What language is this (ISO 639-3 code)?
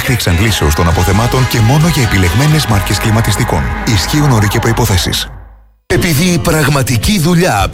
ell